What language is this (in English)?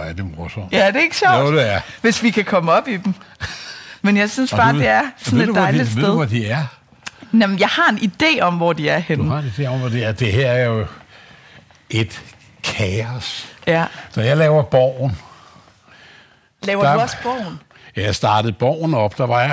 Danish